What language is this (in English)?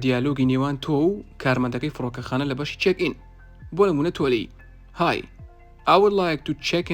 Central Kurdish